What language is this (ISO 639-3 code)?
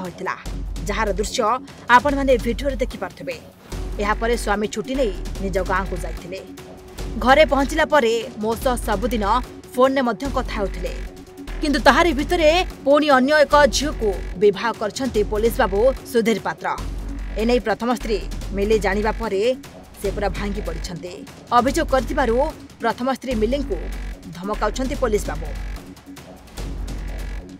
ori